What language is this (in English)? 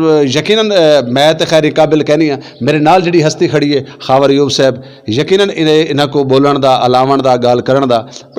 Western Panjabi